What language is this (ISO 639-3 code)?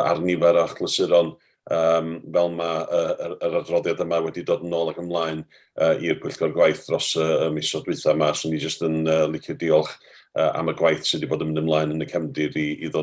cym